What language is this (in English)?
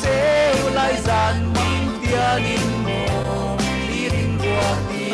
Falam Chin